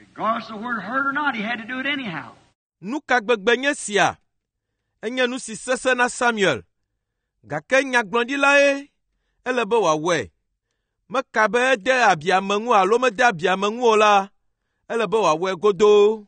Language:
Ewe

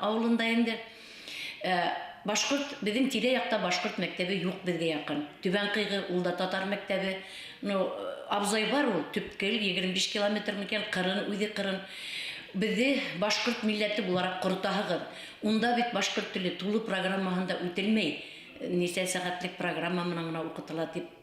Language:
Bashkir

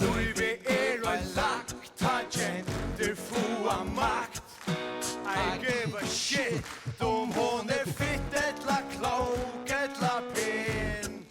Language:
Faroese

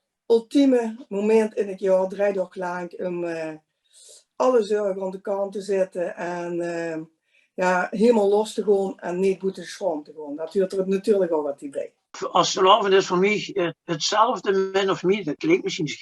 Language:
Limburgish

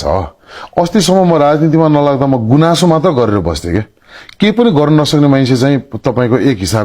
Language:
Nepali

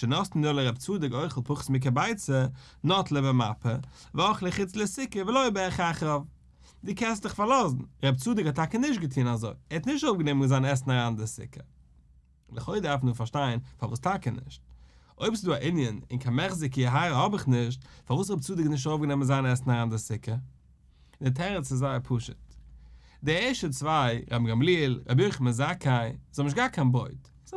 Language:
Yiddish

